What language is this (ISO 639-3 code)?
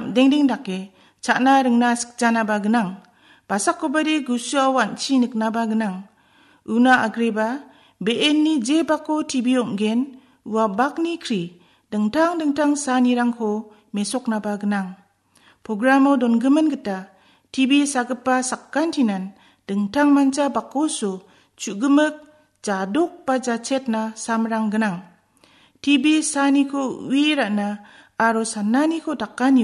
grt